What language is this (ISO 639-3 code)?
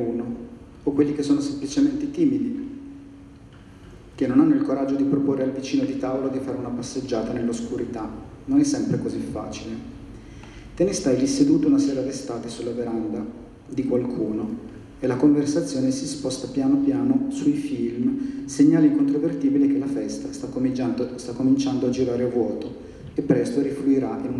ita